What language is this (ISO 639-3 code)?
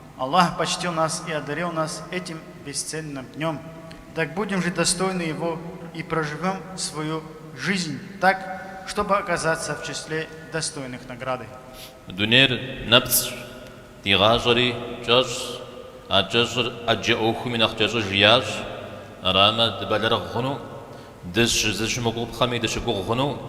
kbd